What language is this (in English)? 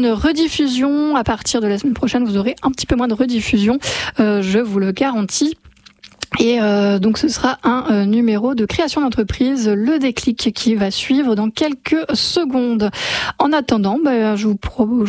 French